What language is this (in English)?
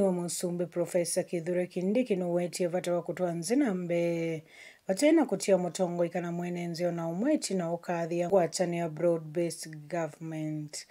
Kamba